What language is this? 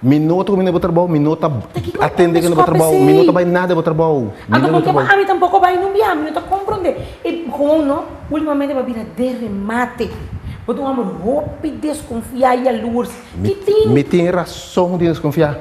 Papiamento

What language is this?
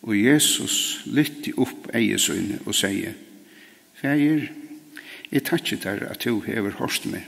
Faroese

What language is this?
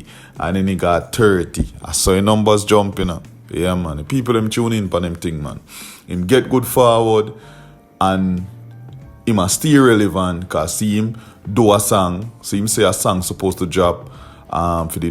Jamaican Creole English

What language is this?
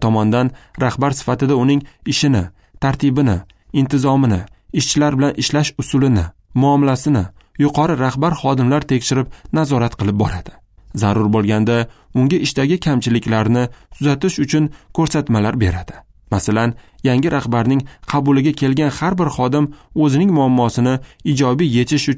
Uzbek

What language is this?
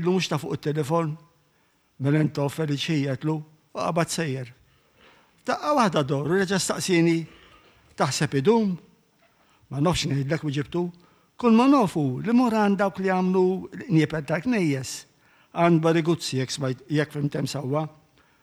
Maltese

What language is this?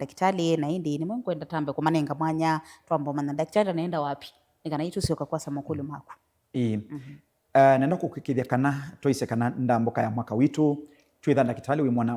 Kamba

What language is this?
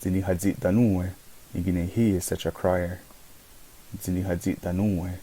Mohawk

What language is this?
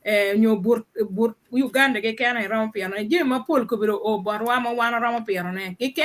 Acoli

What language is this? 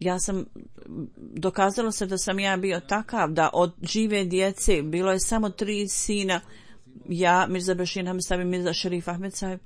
Bosnian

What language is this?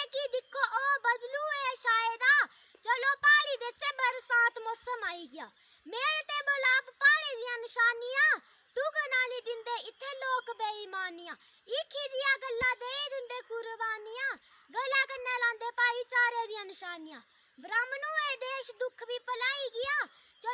Dogri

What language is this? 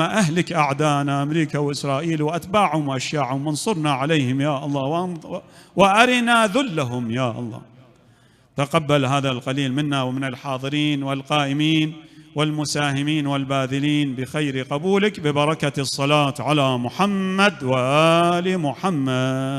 Mesopotamian Arabic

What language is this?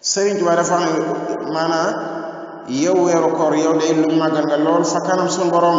Wolof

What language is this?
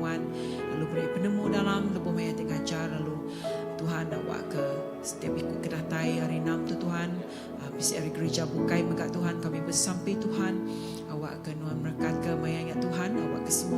Iban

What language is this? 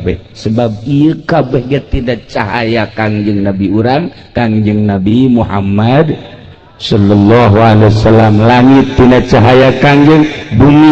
Sundanese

